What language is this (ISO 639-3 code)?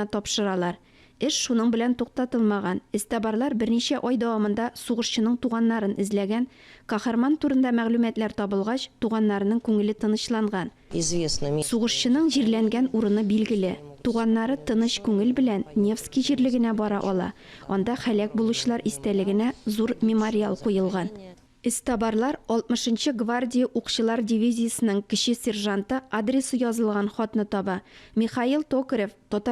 tat